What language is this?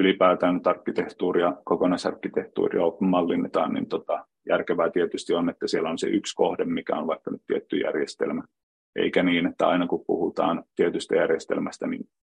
Finnish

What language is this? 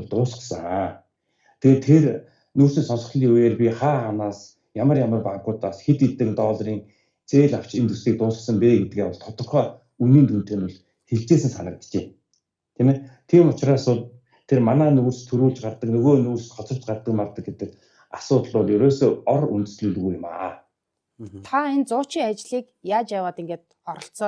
Mongolian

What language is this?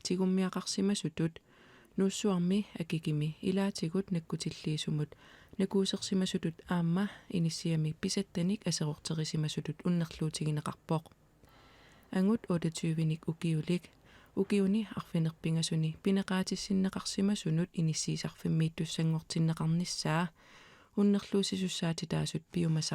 Kalaallisut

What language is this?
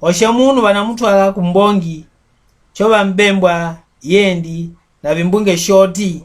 Mbunda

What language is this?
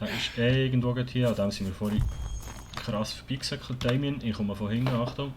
Swiss German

